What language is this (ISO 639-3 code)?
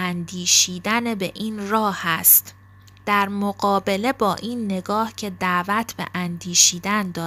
fas